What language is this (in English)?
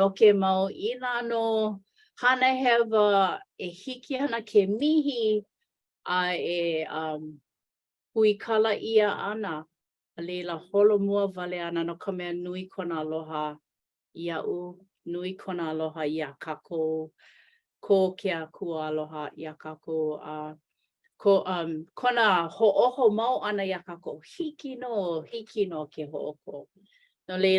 Hawaiian